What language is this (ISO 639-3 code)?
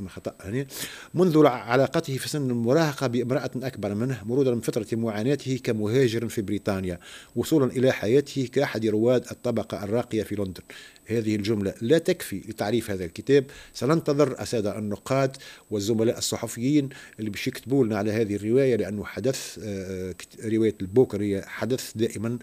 aeb